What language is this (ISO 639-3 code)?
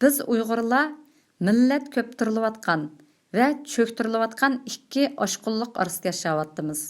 uig